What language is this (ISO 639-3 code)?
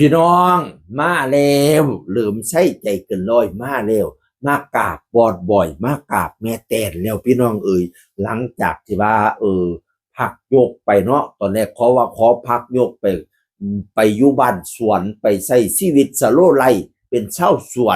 tts